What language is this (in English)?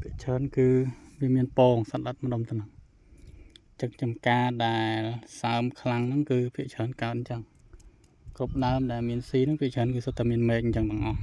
Khmer